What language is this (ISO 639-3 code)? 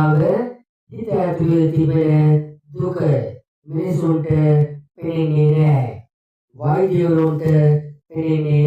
sin